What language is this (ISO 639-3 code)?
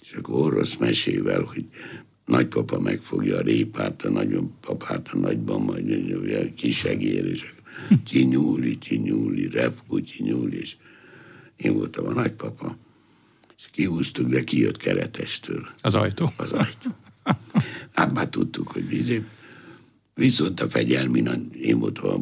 hun